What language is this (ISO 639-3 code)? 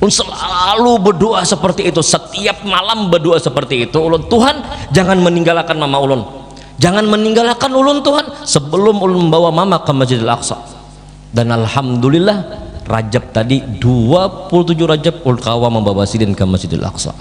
bjn